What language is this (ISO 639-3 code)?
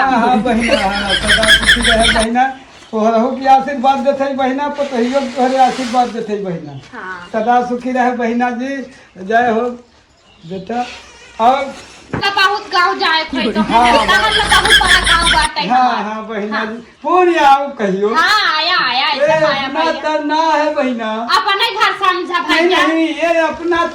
awa